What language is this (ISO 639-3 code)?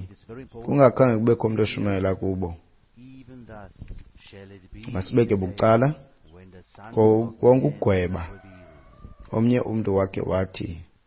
xho